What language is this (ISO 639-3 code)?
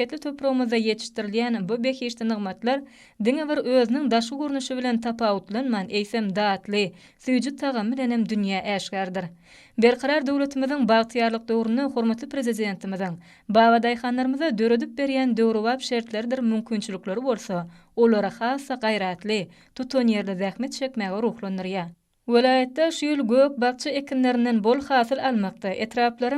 tuk